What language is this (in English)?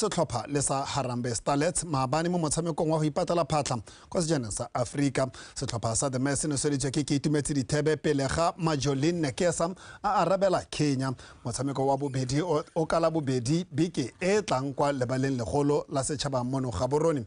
Tswana